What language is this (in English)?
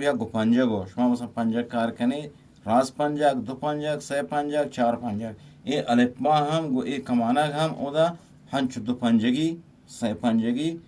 Eastern Balochi